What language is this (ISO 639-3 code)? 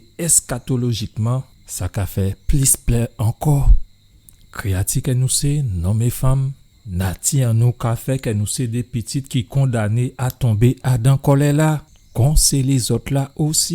gcf